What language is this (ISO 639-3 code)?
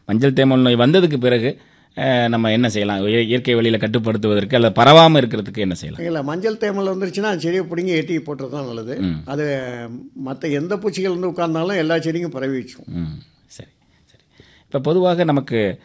tam